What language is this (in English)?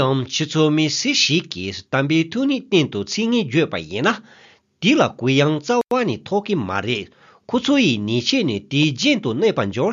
Tibetan